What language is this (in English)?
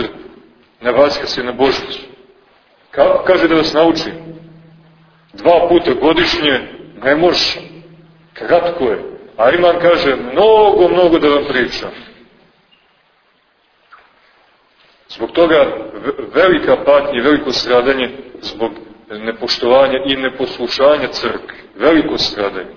Serbian